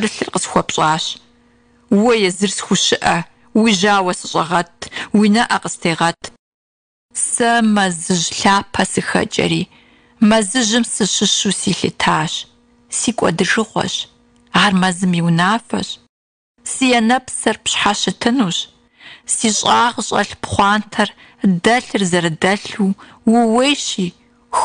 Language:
Kabardian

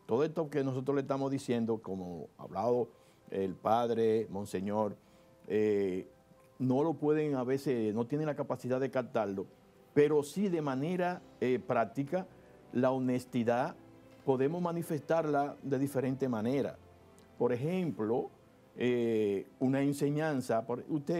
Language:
Spanish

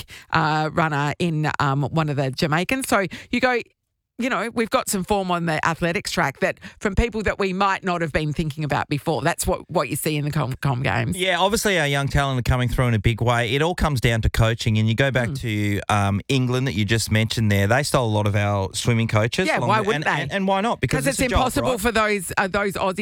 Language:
English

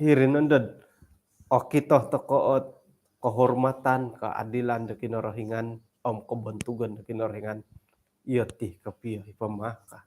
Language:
Central Dusun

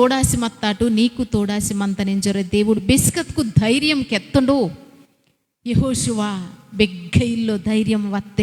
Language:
Koya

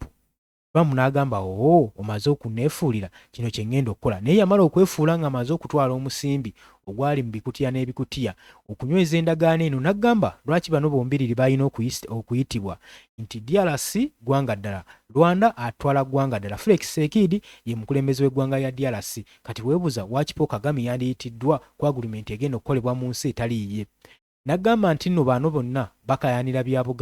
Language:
Ganda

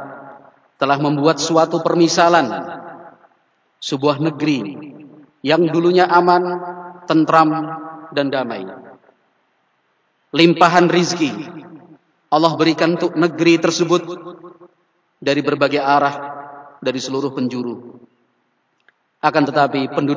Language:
Indonesian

